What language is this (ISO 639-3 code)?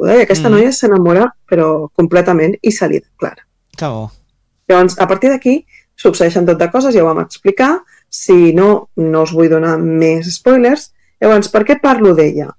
cat